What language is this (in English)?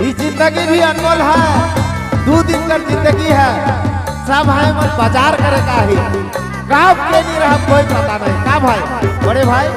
Sadri